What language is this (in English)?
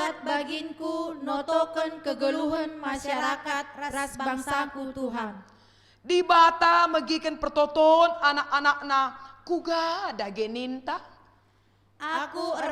Batak Karo